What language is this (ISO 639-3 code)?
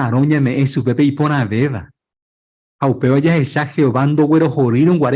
grn